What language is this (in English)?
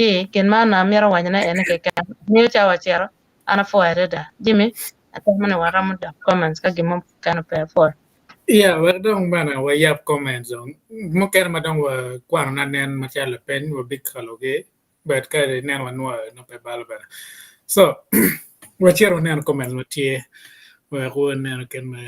Acoli